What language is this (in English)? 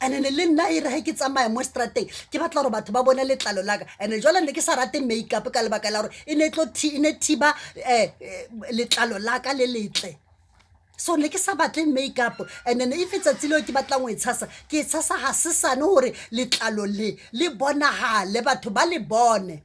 Southern Sotho